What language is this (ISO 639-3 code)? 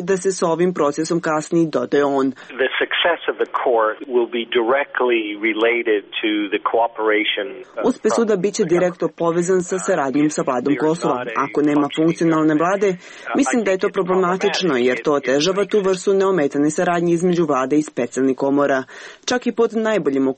srp